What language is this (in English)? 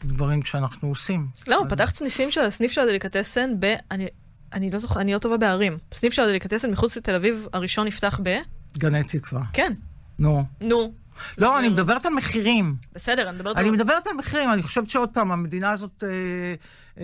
Hebrew